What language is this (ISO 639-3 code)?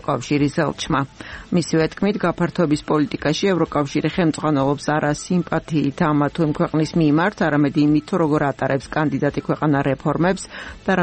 kat